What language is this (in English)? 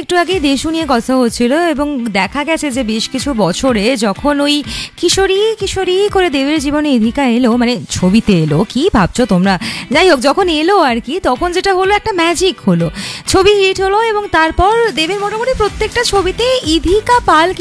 Bangla